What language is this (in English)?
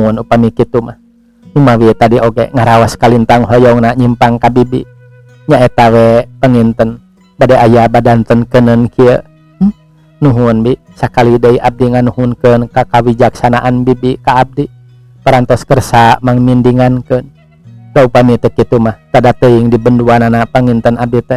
Sundanese